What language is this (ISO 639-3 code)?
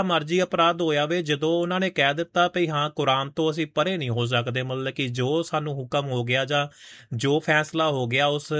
pan